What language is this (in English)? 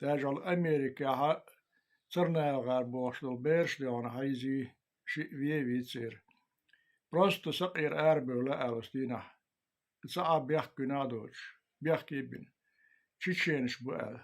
Chechen